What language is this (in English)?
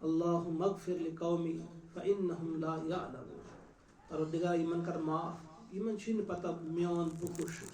Kashmiri